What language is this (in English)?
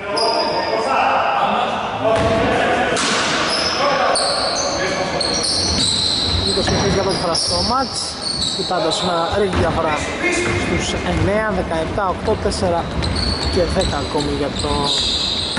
Greek